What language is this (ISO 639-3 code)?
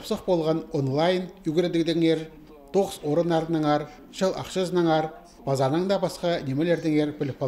kjh